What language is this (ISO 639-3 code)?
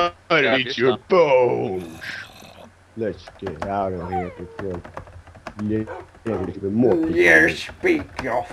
fao